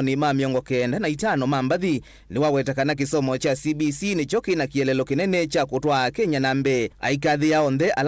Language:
Kamba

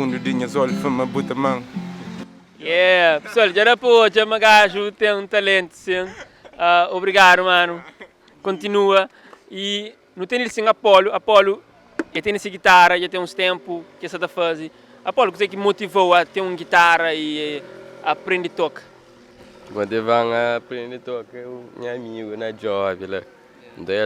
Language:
Kabuverdianu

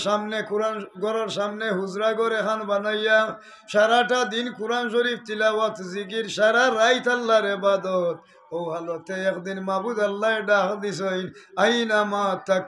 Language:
Sylheti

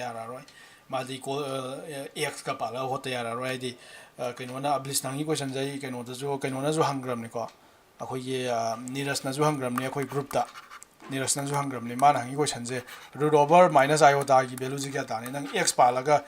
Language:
Manipuri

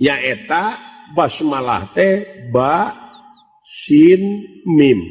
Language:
Sundanese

